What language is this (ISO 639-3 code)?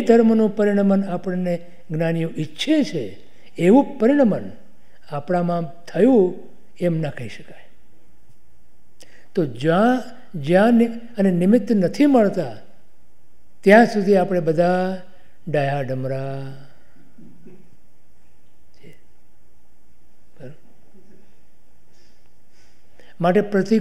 guj